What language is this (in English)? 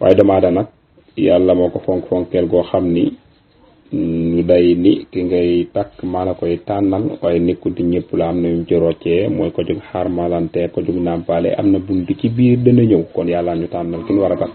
Wolof